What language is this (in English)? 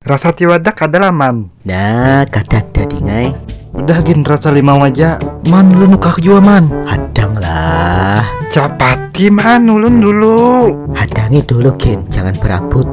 Banjar